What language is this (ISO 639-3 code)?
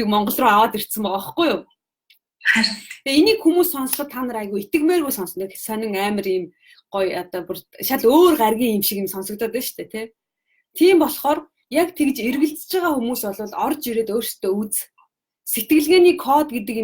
mon